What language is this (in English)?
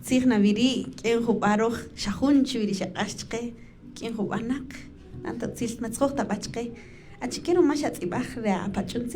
Kaqchikel